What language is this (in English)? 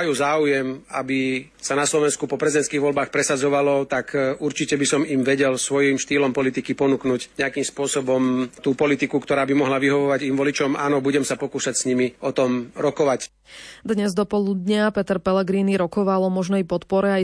Slovak